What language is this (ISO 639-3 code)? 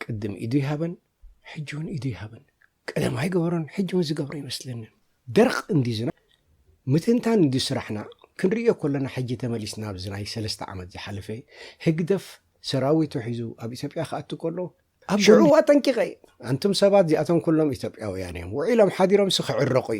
tir